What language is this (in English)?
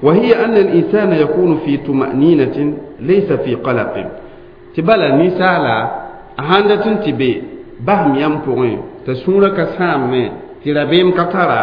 Mossi